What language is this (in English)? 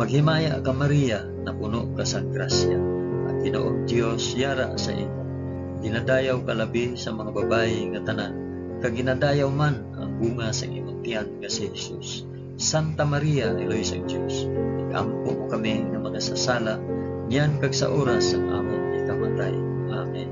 Hiligaynon